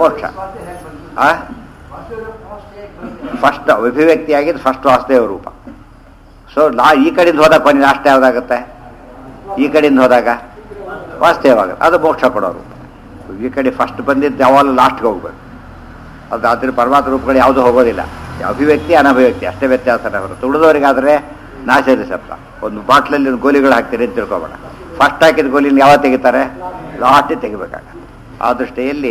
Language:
Kannada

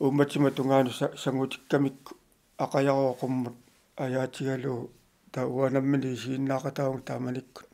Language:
Kalaallisut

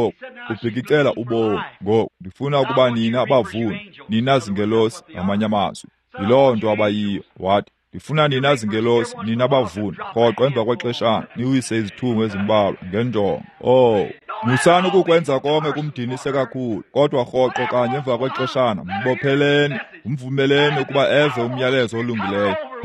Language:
Xhosa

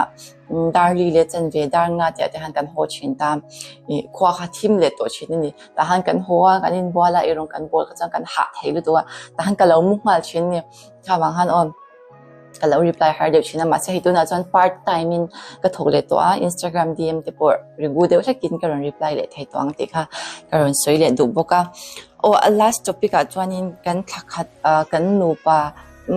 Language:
Mizo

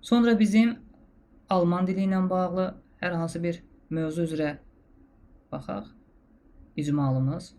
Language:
Azerbaijani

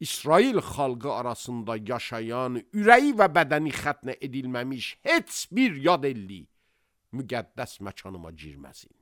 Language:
Azerbaijani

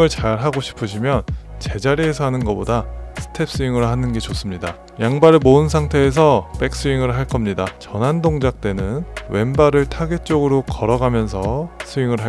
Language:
Korean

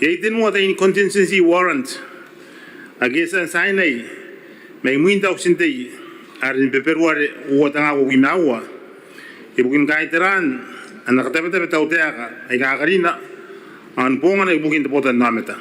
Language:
Gilbertese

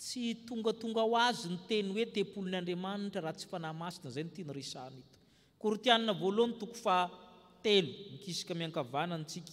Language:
Malagasy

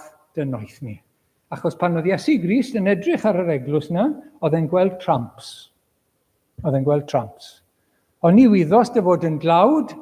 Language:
Welsh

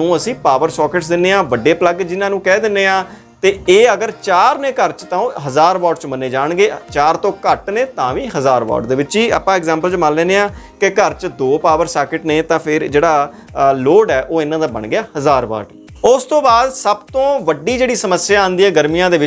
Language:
Punjabi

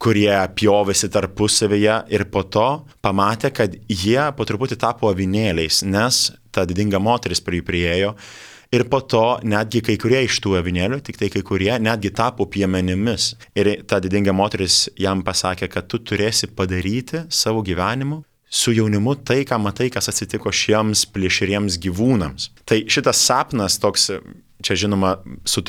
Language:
Lithuanian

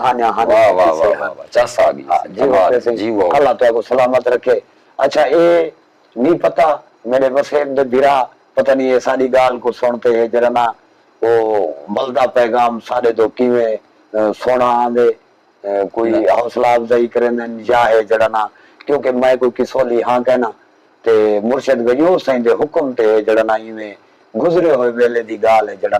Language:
Saraiki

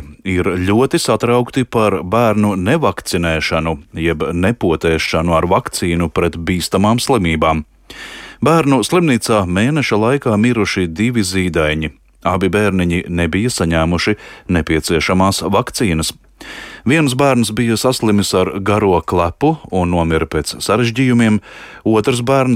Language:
Latvian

